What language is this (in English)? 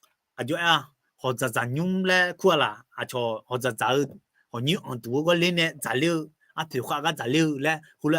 Akha